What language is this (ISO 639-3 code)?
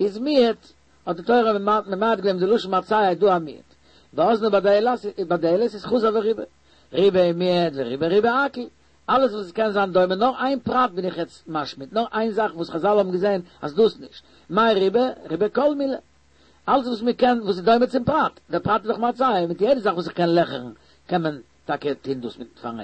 yid